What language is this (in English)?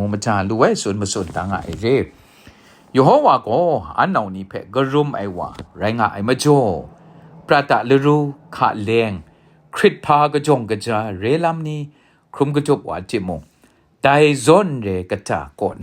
Kachin